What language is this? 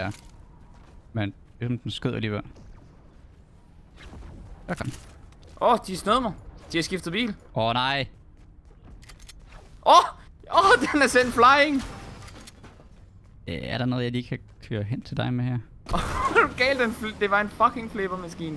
Danish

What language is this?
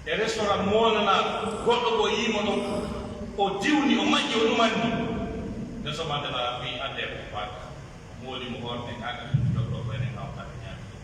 Pular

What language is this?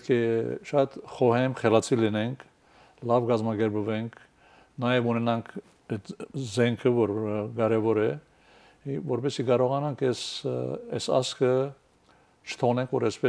Armenian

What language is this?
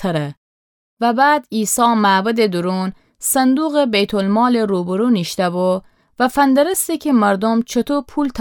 Gilaki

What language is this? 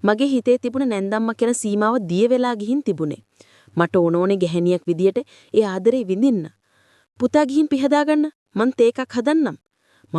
Sinhala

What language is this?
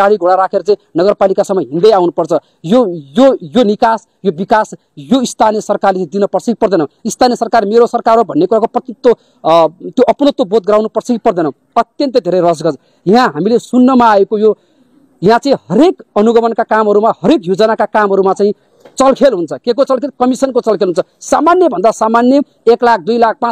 Nepali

